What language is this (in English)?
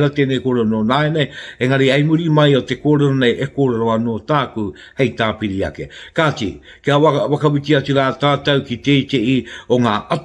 Māori